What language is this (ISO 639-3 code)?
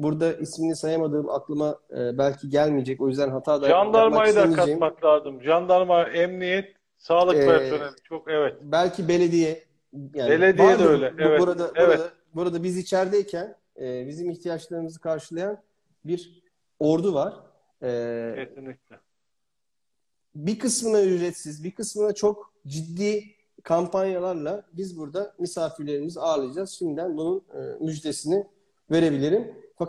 tur